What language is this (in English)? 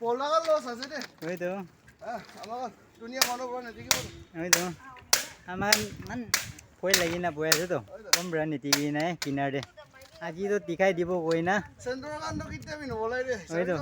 Naga Pidgin